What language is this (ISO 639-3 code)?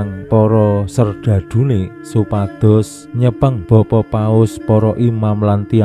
jav